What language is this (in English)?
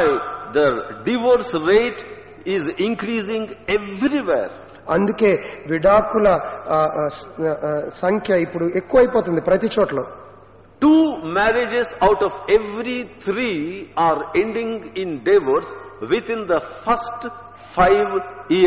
Telugu